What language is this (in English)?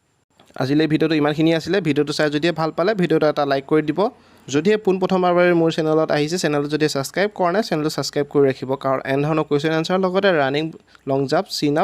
Assamese